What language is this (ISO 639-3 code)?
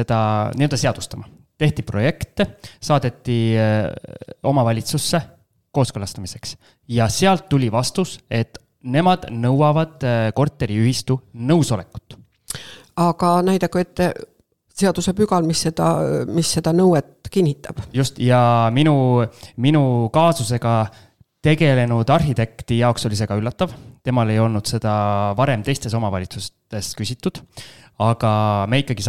est